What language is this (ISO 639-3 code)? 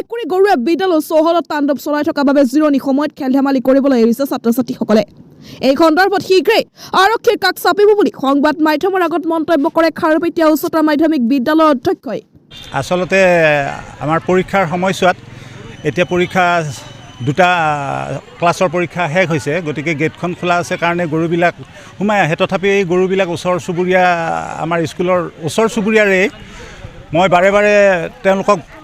asm